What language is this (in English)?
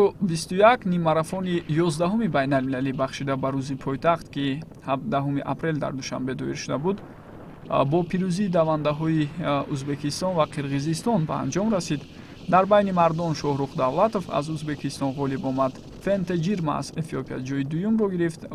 Tajik